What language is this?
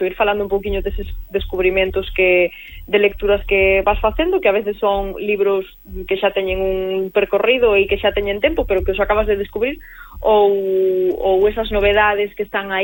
Galician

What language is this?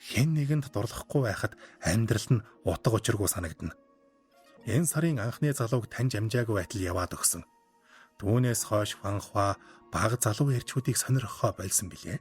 Mongolian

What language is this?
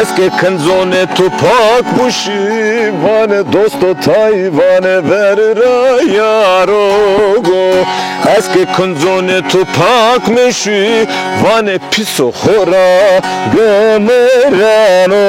Zaza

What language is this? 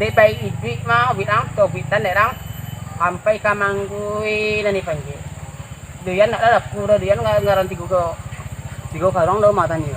Minangkabau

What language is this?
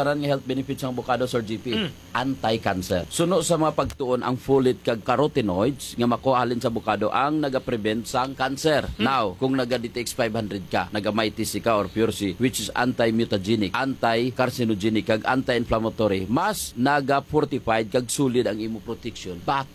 Hiligaynon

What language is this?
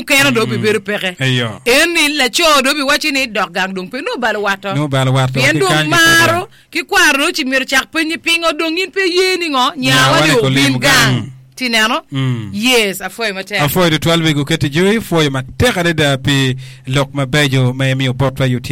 Acoli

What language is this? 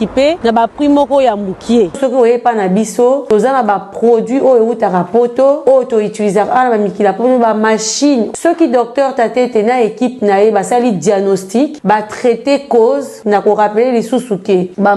Lingala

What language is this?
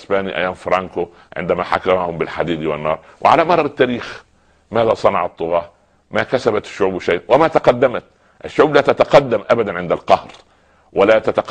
Arabic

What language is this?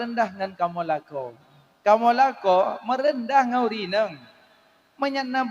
Achinese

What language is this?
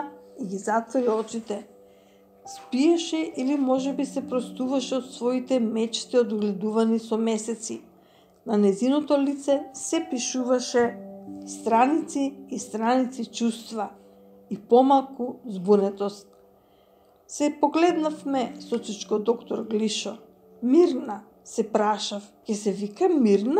Macedonian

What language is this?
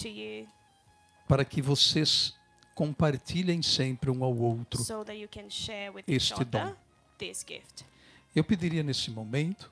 Portuguese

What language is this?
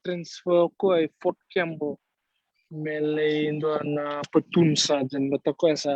Fijian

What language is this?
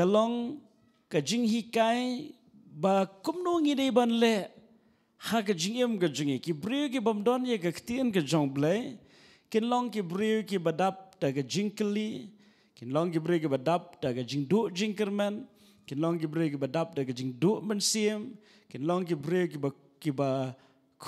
Khasi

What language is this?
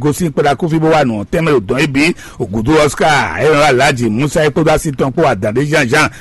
Fon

